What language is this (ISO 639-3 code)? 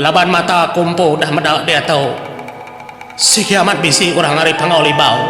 iba